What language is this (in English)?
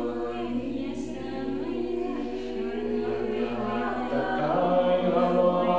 Ukrainian